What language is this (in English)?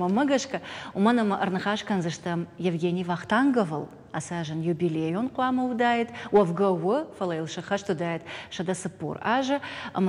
Ossetic